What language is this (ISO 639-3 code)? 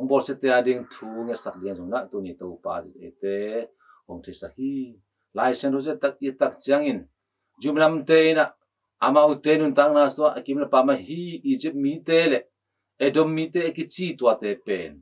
ctd